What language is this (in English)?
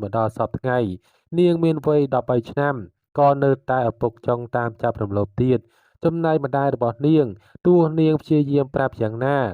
Khmer